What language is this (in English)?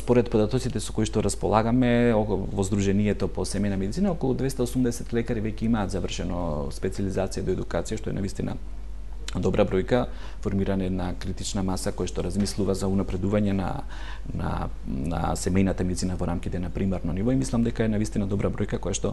Macedonian